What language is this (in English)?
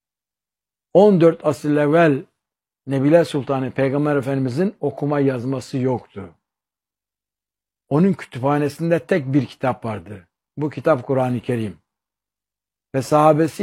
Turkish